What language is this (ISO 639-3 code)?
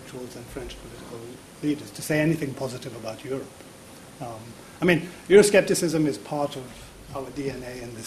eng